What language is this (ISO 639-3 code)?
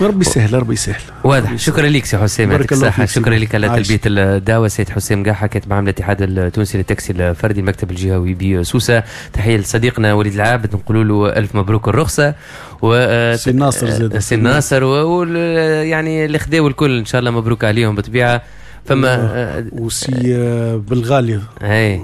aeb